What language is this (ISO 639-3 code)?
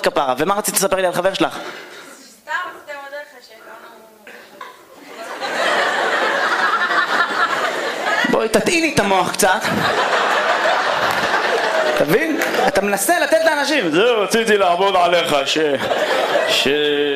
heb